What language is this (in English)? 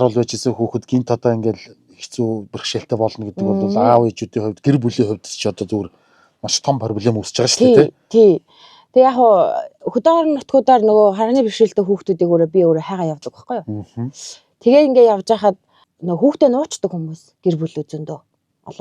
Mongolian